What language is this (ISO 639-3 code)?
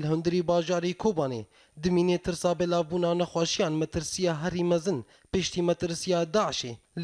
kur